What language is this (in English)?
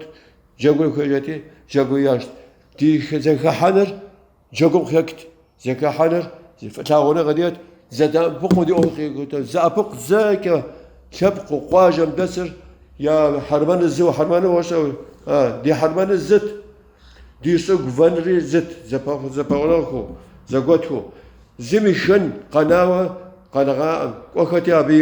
Kabardian